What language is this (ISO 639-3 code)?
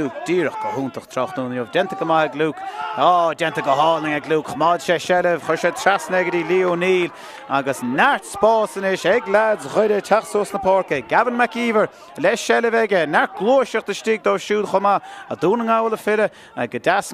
gle